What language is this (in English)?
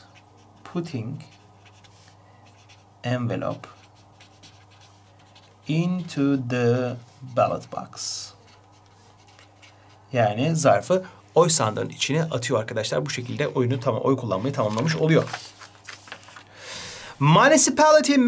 Turkish